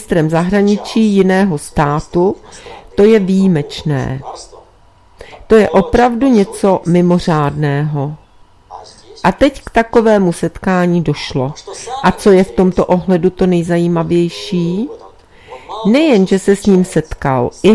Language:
Czech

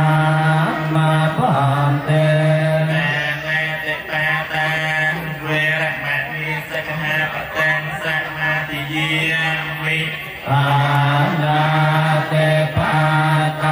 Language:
Khmer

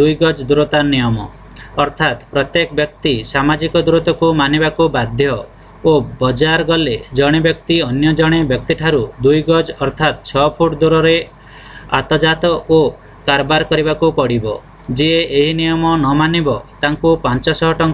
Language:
Odia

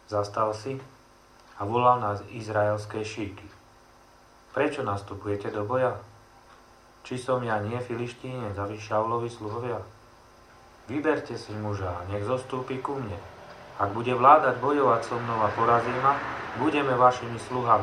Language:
Slovak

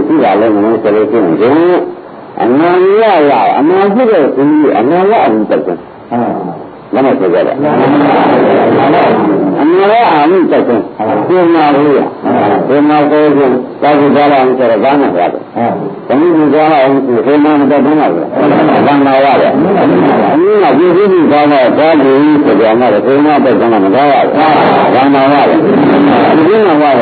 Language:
Burmese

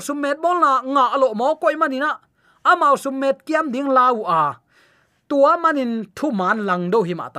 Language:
Tedim Chin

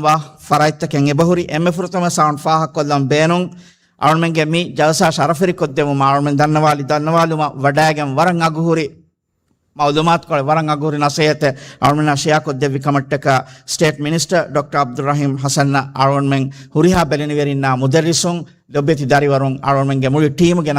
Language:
Divehi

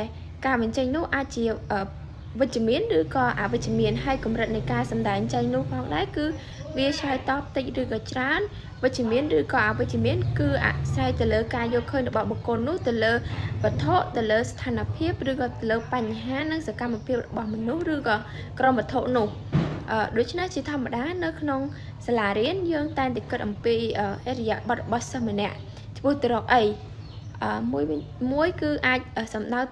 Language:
Khmer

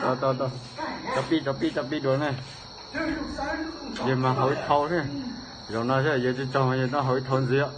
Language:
Hmong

